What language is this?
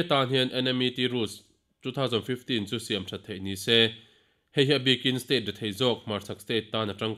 Mizo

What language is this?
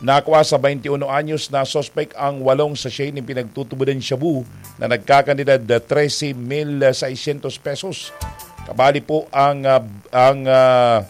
Bikol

